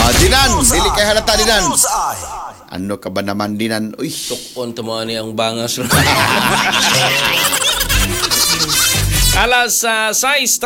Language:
Cebuano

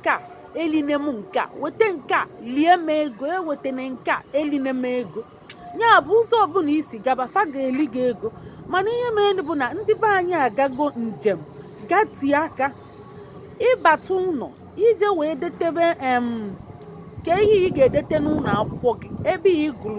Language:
Igbo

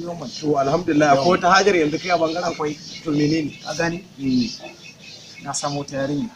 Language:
Hausa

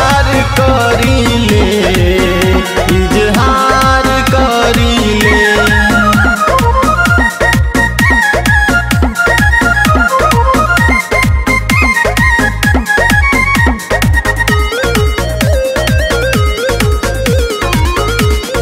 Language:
Bhojpuri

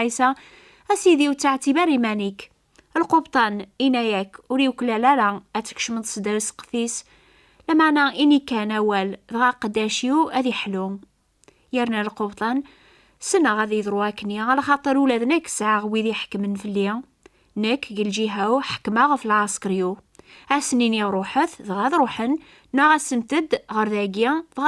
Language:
Kabyle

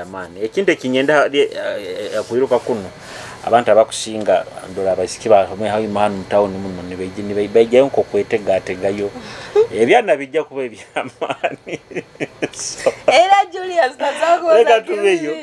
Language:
Nyoro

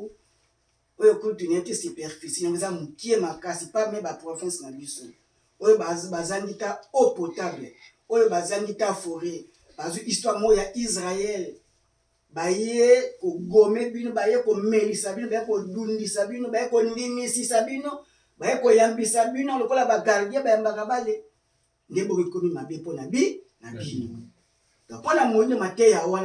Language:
Lingala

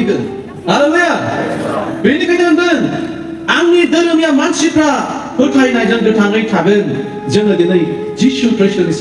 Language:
Bodo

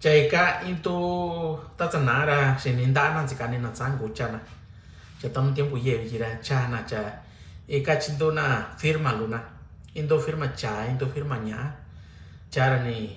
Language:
Mixtepec Mixtec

